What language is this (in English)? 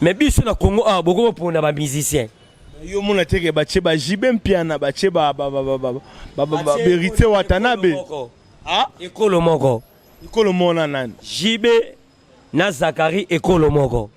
Lingala